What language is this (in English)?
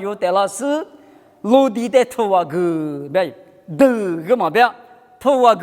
Lisu